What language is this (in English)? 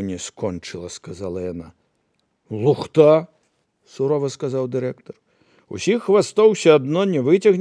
Belarusian